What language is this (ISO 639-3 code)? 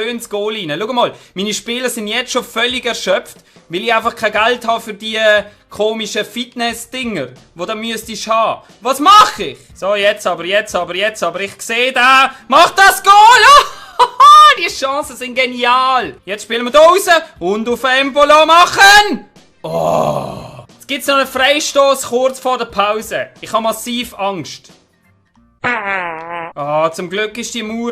gsw